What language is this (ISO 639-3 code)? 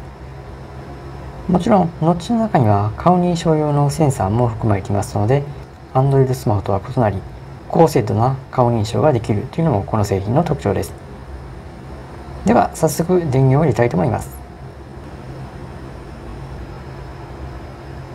jpn